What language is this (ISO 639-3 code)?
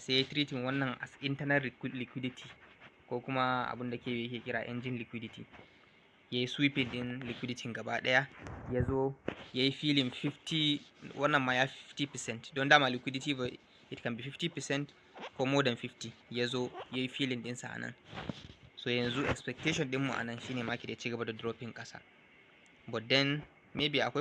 hau